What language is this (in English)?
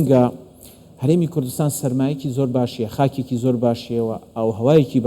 Central Kurdish